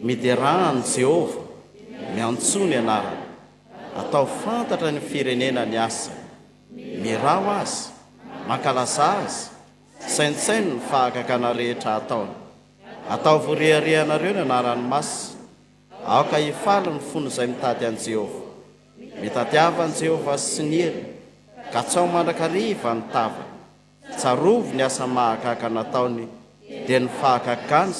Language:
Malagasy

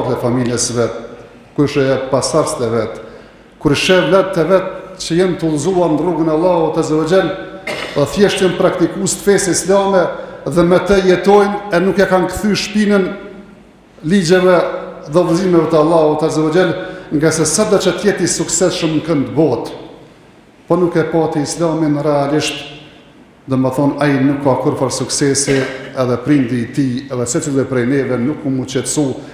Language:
Albanian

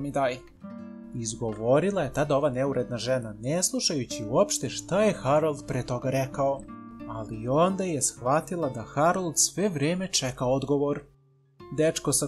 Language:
Serbian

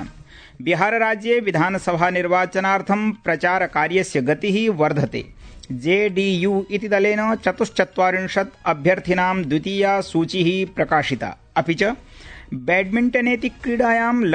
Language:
Sanskrit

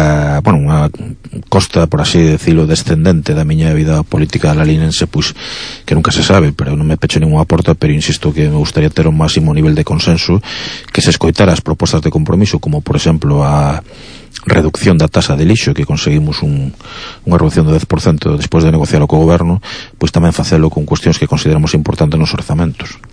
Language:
Galician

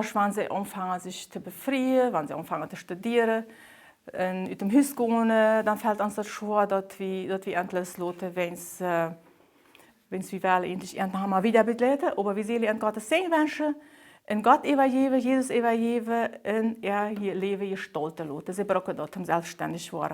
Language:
Plautdietsch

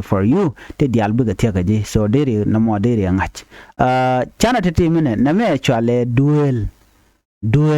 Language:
Nuer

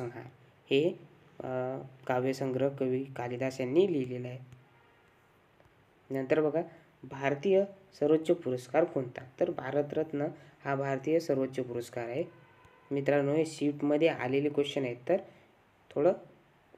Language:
Marathi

